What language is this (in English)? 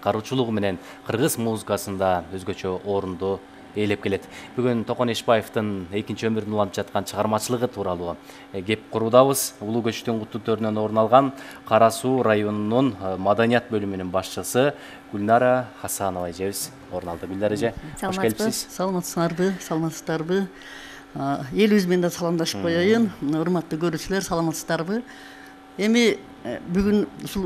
Kyrgyz